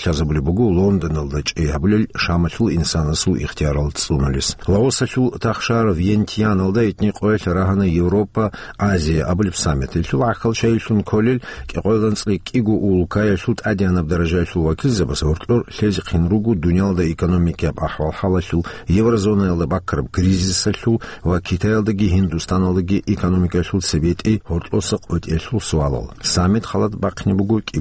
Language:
Avaric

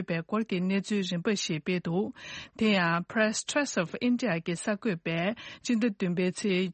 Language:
Tibetan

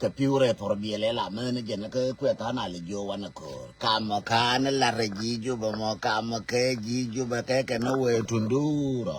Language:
Nuer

